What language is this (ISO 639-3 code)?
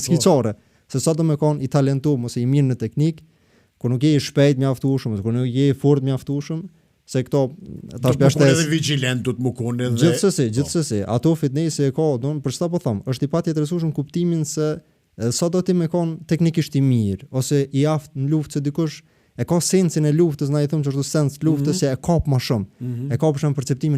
sqi